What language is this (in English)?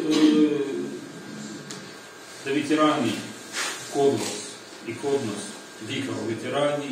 Serbian